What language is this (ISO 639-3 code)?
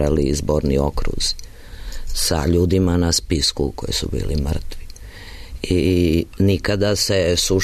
srp